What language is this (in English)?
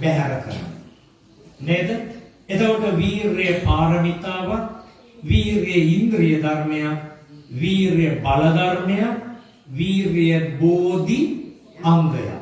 Sinhala